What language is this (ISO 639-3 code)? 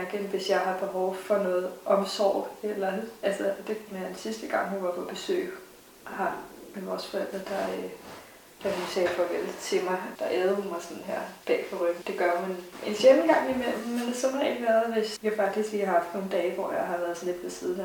dan